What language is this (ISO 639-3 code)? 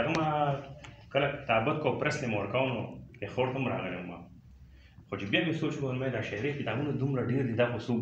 pus